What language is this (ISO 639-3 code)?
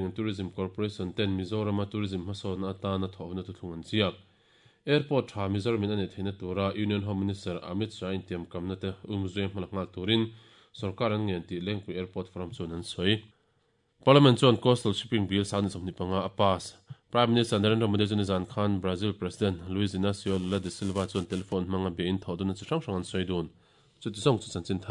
lus